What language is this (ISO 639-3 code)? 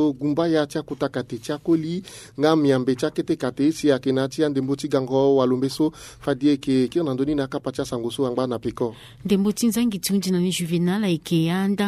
sag